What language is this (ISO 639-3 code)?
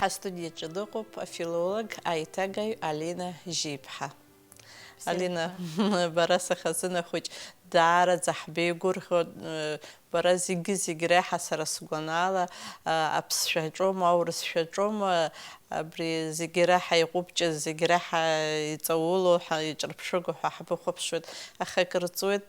abk